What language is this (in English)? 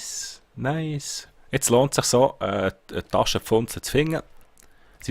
Swiss German